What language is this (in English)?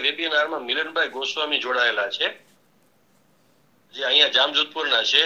Gujarati